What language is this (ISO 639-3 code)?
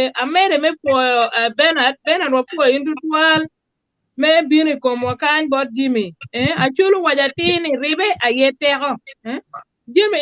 ach